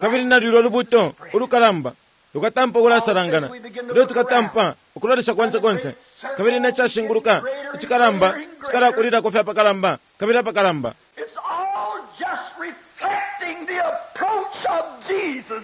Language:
Bemba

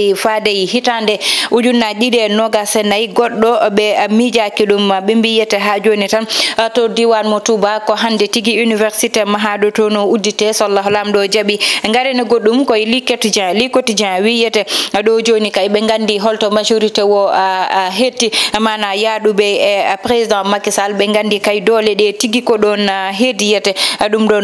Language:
Fula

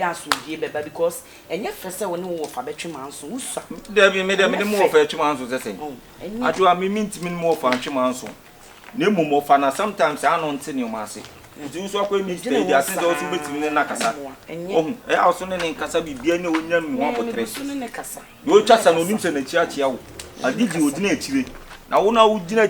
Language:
Akan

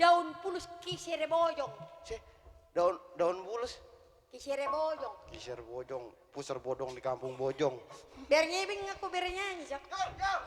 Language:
Betawi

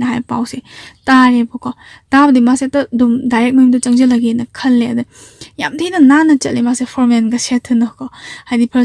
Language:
Manipuri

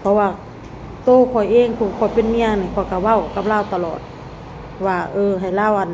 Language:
Lao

